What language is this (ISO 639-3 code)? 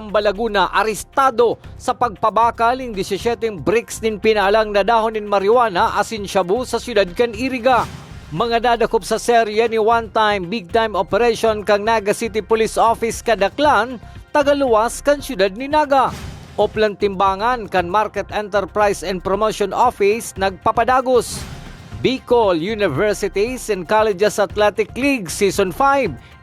bik